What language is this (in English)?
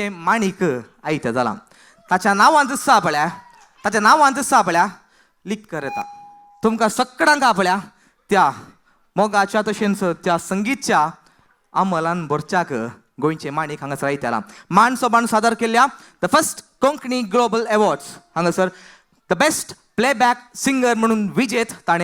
Konkani